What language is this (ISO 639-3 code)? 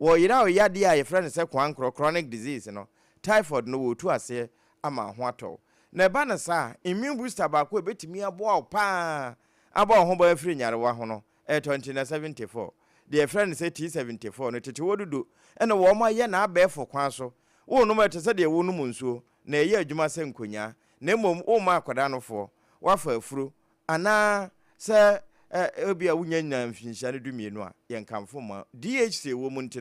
aka